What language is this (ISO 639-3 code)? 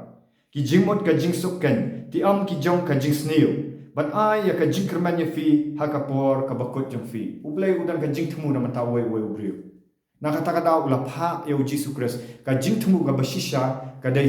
kha